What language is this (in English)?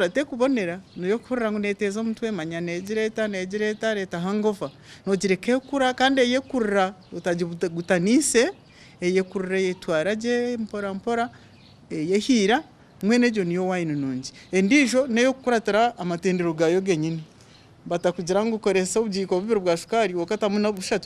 Nyankole